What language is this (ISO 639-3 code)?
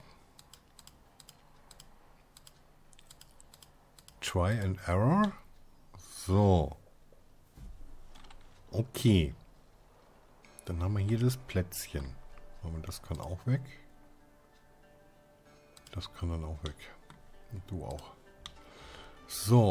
deu